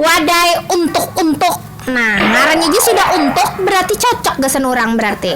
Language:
Banjar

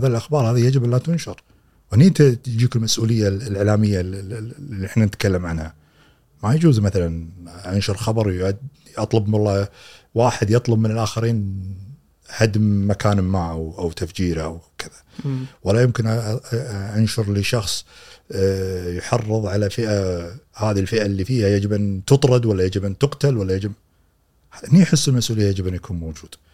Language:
Gulf Arabic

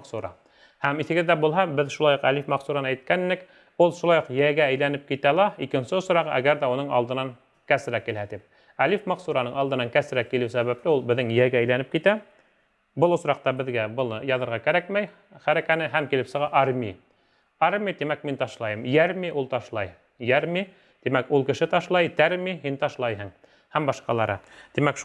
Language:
Bashkir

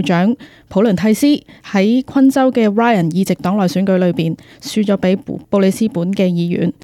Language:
Cantonese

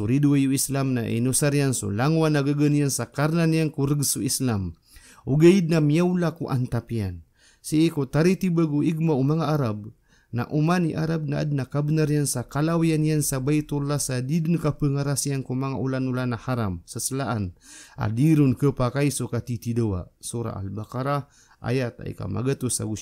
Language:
Maranao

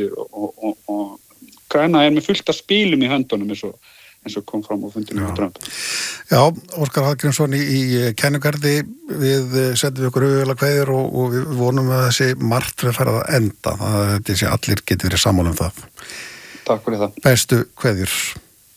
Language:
Icelandic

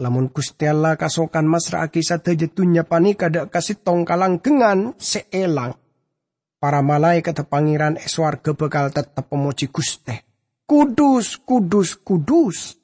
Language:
Madurese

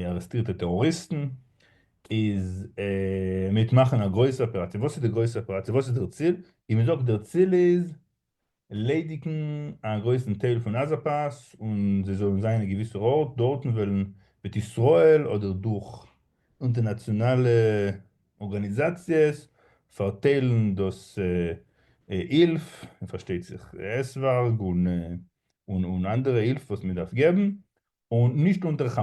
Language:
Yiddish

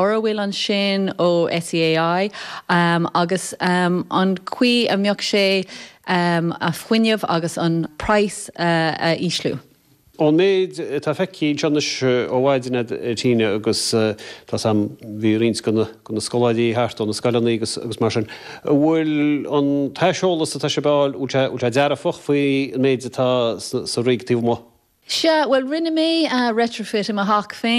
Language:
Irish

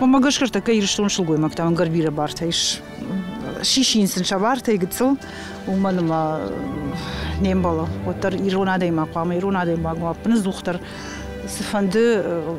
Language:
Ossetic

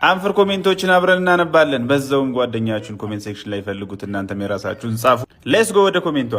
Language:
Amharic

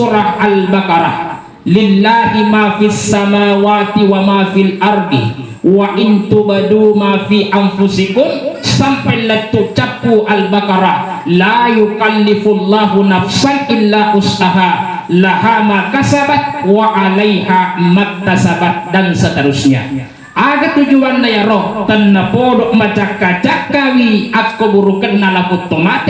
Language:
Buginese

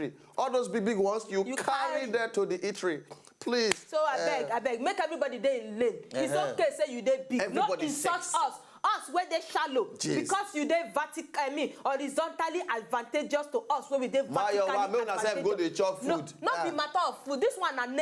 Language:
Nigerian Pidgin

